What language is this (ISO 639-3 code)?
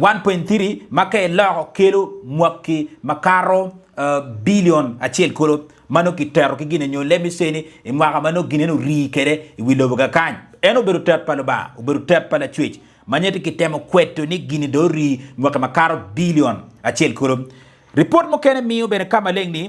ach